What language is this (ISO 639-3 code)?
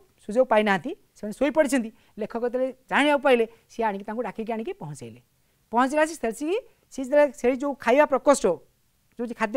ori